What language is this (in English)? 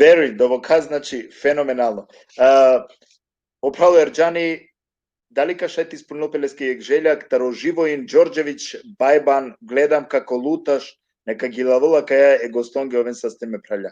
Balkan Romani